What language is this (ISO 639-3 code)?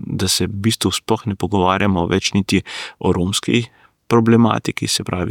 slv